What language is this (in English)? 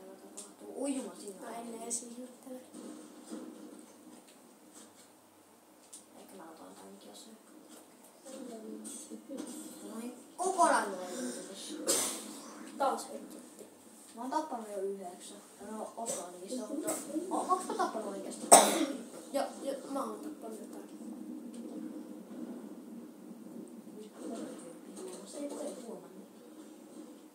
Finnish